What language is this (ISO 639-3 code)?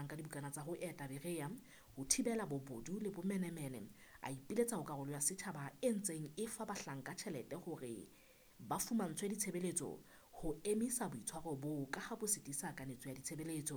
sot